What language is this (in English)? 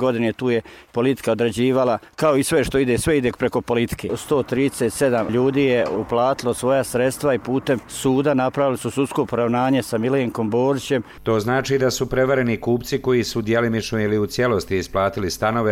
Croatian